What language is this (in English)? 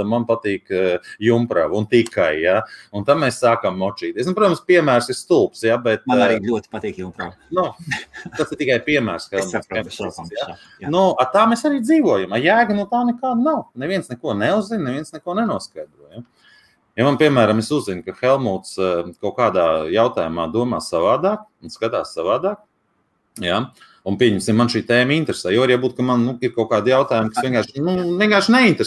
Latvian